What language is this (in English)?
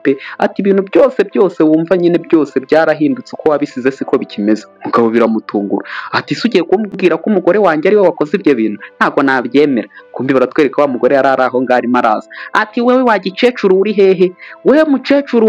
Kinyarwanda